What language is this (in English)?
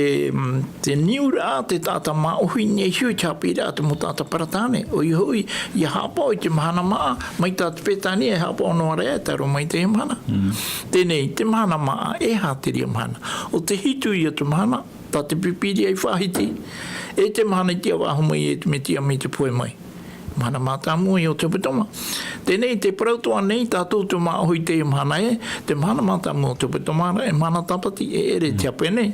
Tahitian